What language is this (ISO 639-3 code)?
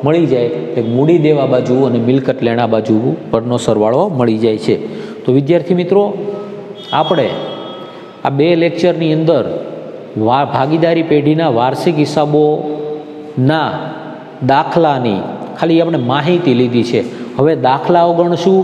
guj